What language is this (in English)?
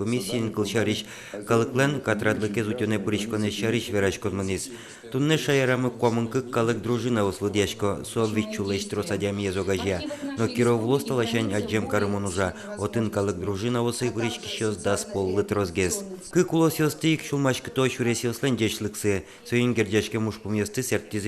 Udmurt